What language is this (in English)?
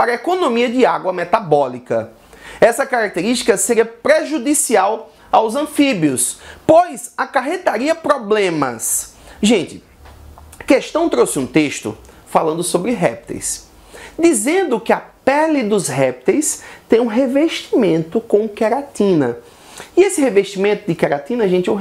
Portuguese